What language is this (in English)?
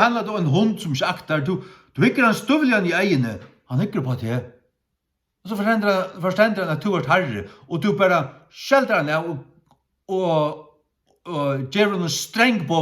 Faroese